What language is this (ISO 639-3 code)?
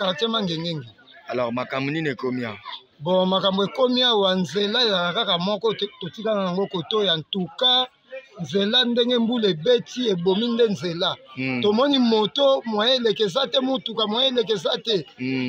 lin